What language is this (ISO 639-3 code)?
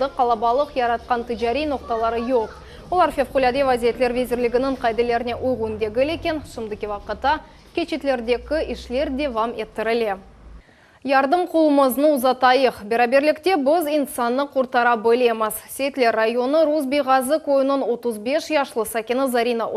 crh